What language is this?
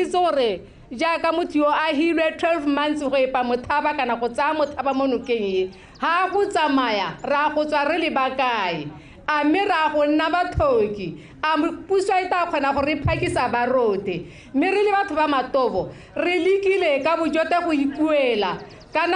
Tswana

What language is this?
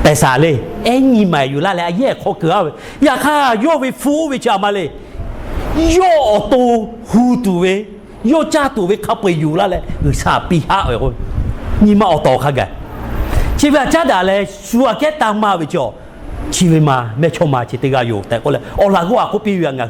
Lahu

